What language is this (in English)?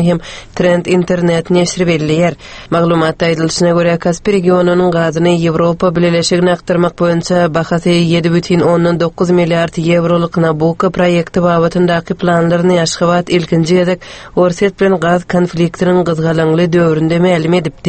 Turkmen